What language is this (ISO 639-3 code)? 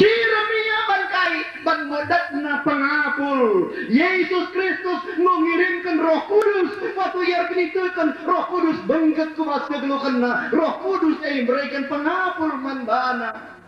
btx